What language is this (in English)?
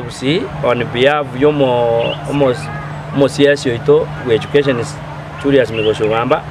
Gusii